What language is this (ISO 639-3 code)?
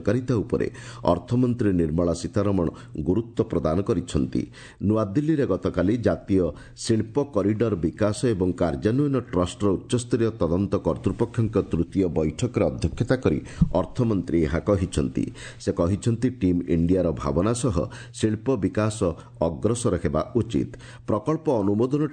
ori